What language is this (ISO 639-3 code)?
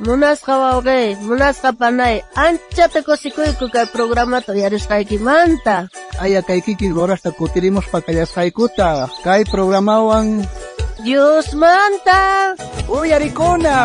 quh